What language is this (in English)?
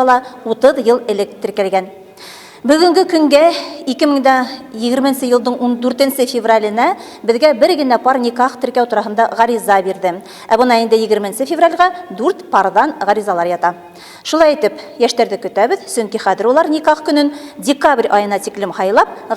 Bashkir